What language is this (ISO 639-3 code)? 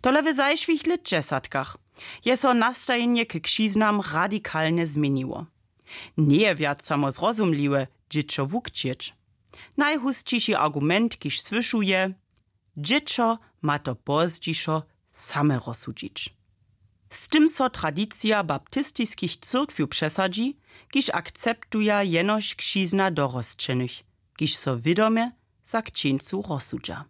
hsb